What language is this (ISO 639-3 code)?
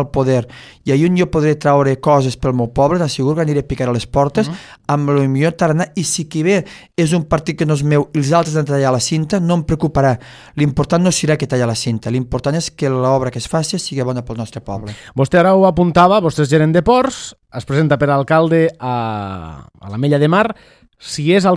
cat